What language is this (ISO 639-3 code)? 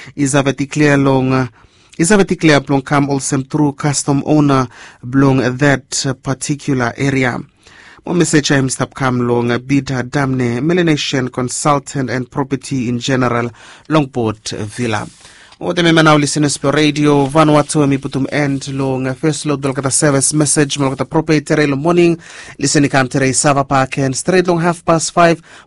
bis